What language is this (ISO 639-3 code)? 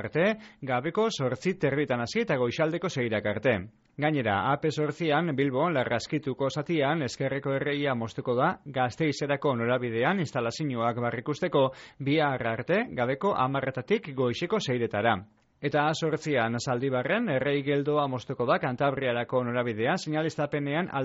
eus